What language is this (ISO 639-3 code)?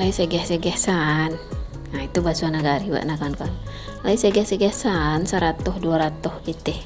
min